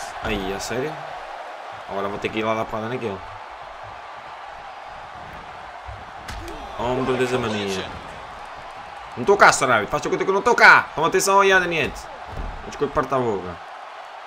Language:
Portuguese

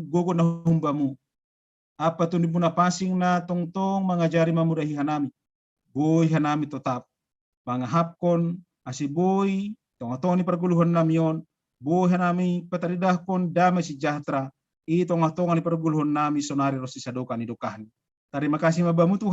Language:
Batak Simalungun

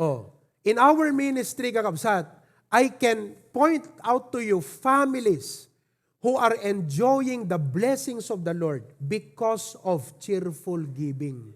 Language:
Iloko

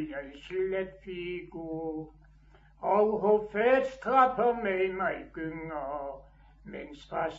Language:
Danish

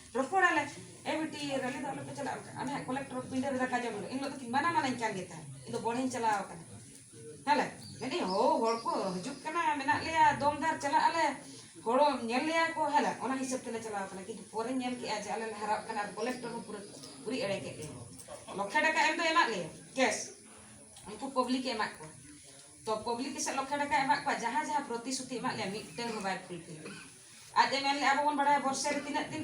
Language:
Santali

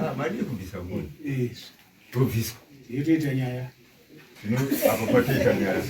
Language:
Shona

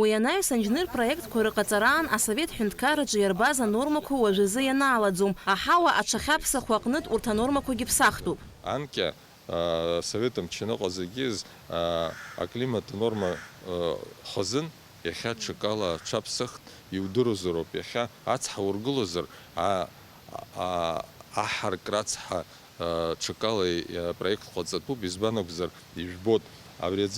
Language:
Abkhazian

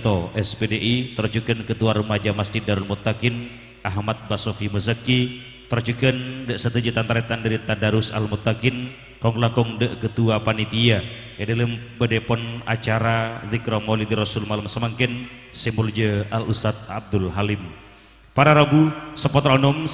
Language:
Madurese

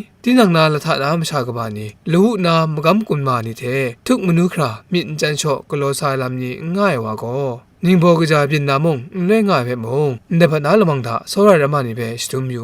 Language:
Kachin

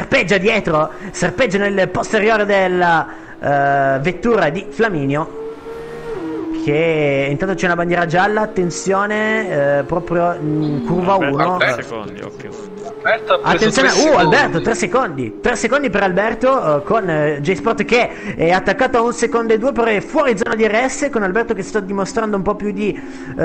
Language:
Italian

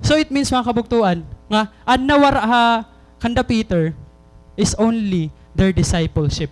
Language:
Waray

